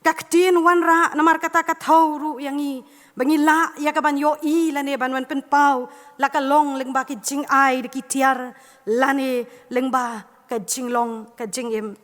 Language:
Khasi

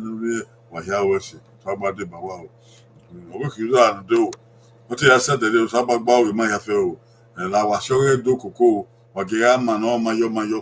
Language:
Bini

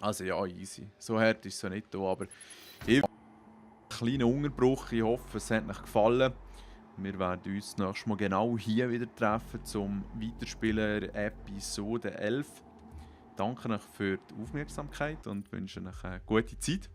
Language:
Swiss German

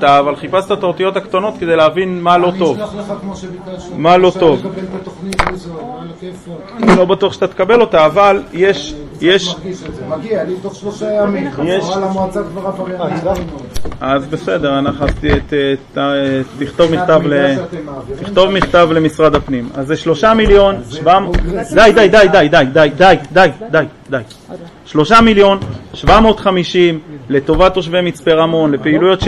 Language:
Hebrew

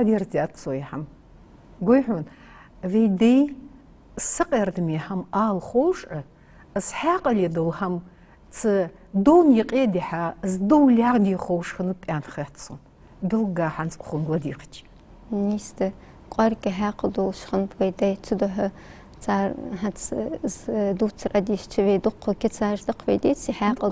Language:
Ingush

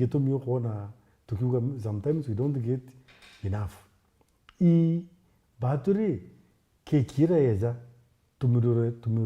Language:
Meru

